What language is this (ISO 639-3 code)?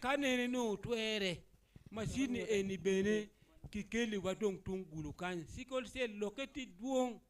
ach